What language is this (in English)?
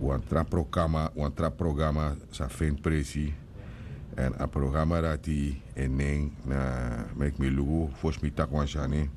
Sranan Tongo